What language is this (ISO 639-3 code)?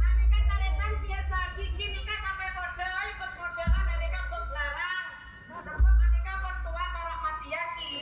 mad